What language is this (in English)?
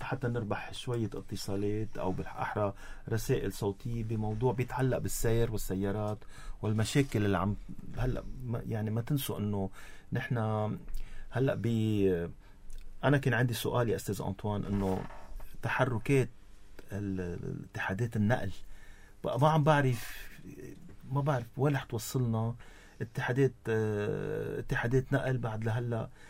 North Levantine Arabic